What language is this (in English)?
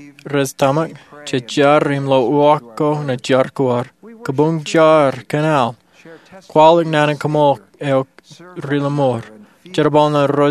Marshallese